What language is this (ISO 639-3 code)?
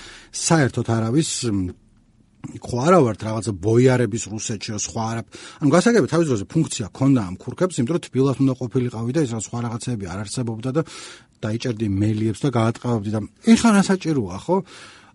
kat